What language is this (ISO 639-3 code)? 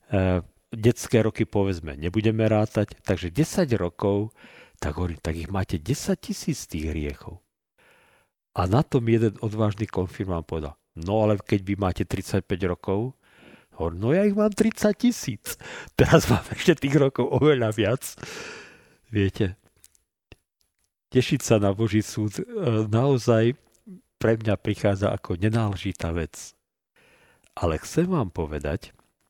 slk